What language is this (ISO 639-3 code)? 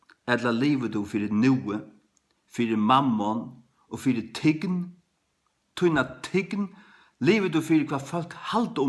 fao